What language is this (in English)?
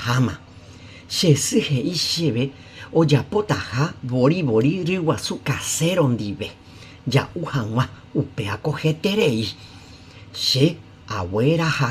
Guarani